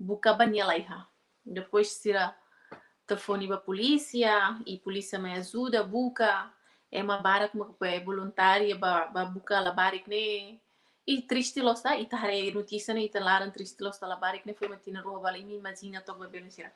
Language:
Tetum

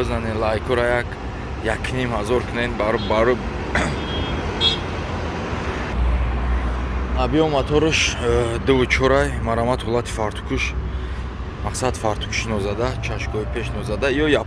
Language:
Tajik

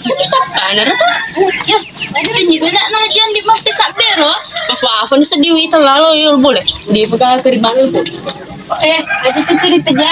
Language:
Buginese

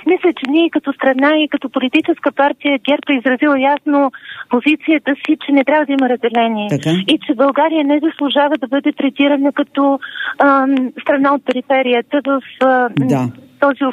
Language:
Bulgarian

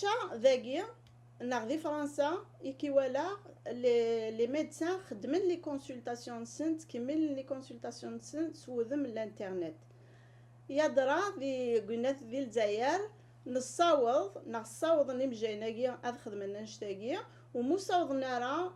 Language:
Kabyle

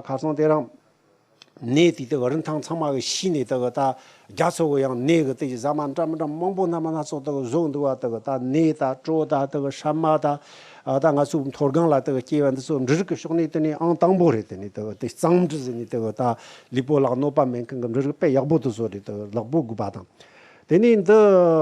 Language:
Tibetan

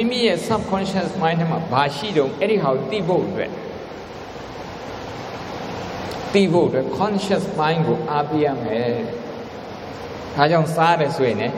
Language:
Burmese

